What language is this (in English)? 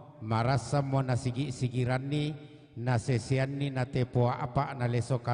Toraja-Sa'dan